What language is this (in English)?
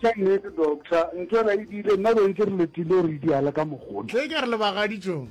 Northern Sotho